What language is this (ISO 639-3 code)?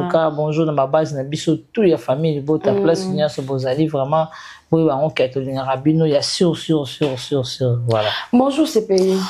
lin